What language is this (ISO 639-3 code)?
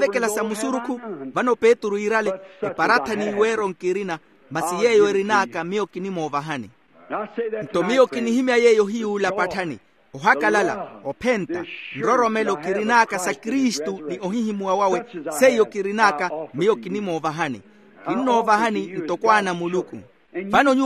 vmw